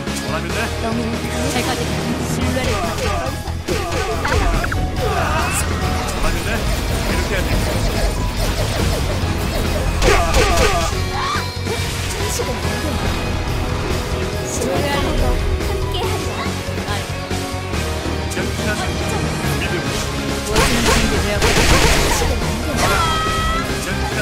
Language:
Korean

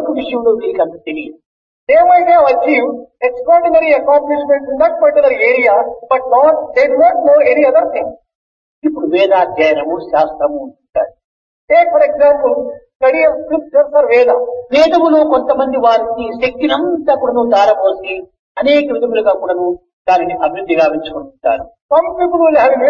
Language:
Telugu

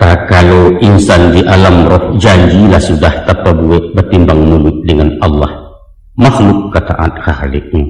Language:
Minangkabau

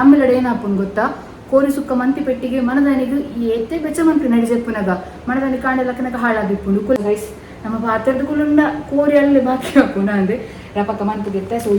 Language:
Tulu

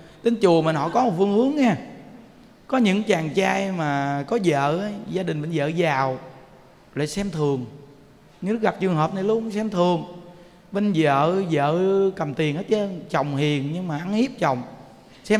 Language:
Vietnamese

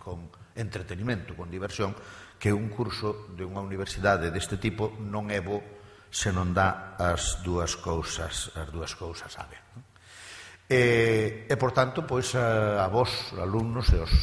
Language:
Galician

